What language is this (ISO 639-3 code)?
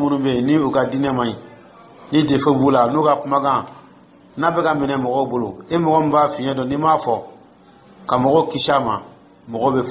dyu